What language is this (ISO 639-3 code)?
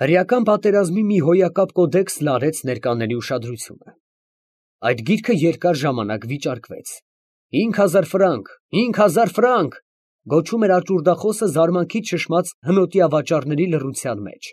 hye